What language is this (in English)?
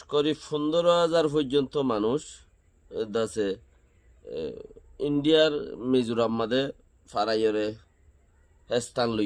Rohingya